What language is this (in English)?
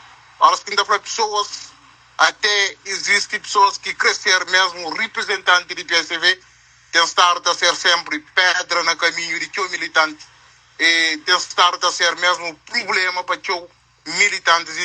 Kabuverdianu